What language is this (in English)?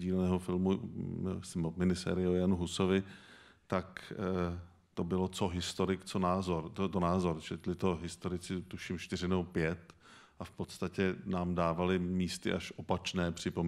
Czech